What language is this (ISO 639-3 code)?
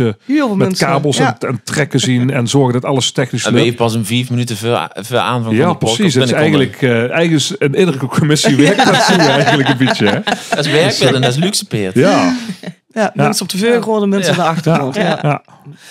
lim